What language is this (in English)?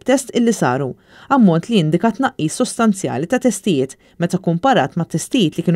Maltese